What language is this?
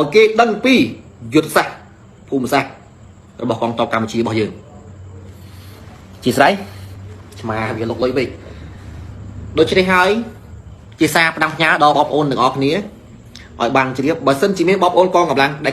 Khmer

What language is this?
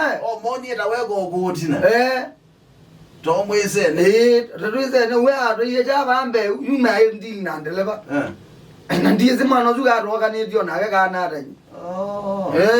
Kamba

